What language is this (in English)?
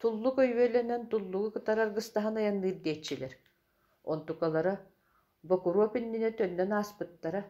Yakut